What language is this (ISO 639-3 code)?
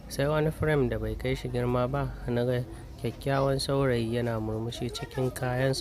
hau